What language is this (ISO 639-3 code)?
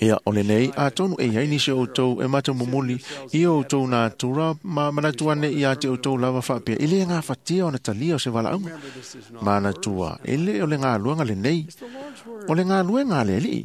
smo